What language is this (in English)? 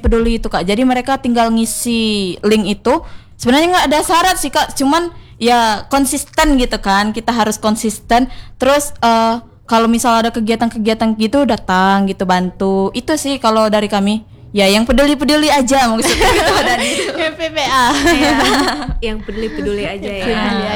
Indonesian